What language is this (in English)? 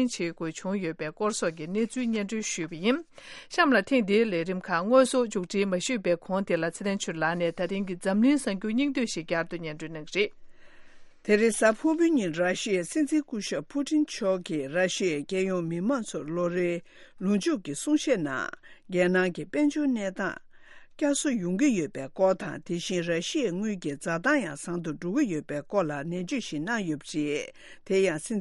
Tibetan